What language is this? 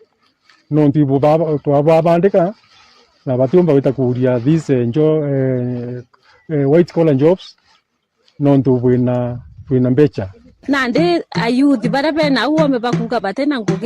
Meru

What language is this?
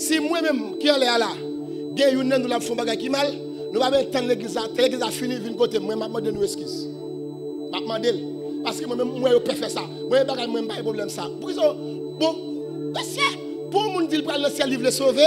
Haitian Creole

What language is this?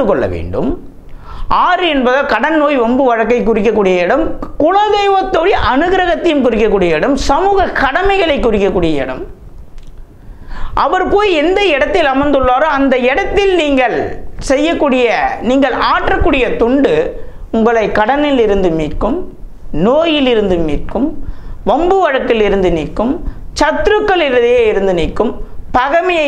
Tamil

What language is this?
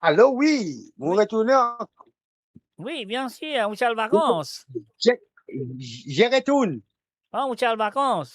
Morisyen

